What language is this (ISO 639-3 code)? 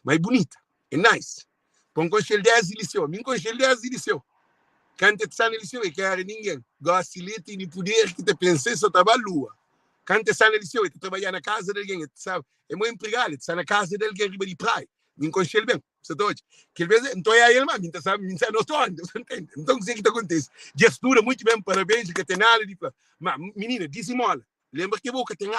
kea